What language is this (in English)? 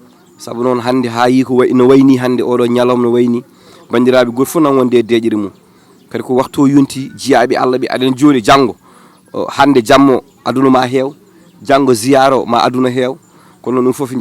Fula